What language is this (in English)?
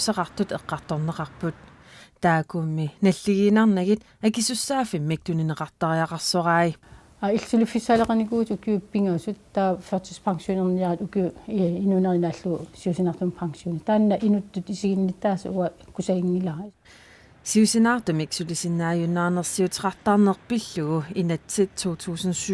Kalaallisut